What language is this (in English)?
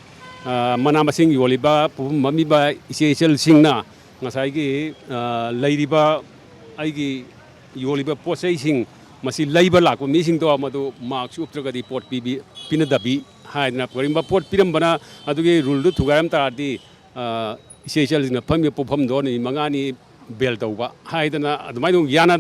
Manipuri